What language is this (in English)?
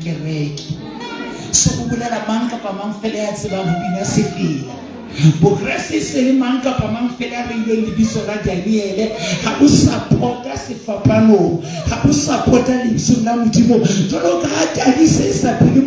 Southern Sotho